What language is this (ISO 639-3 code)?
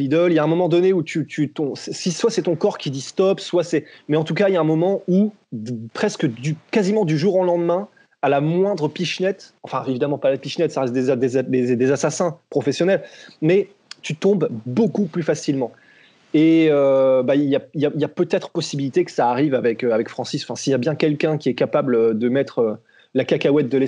fra